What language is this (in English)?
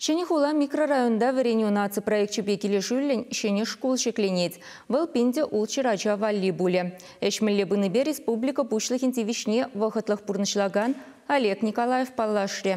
Chuvash